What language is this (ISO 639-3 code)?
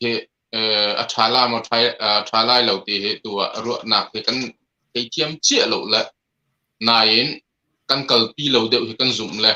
cnh